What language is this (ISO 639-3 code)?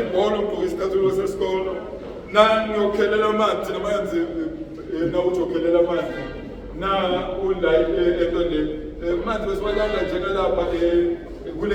zul